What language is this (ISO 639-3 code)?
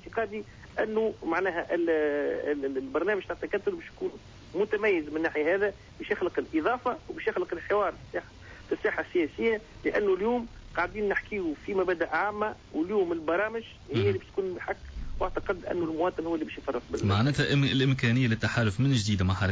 aeb